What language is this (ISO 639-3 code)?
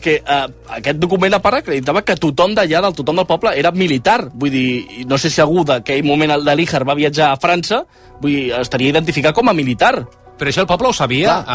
cat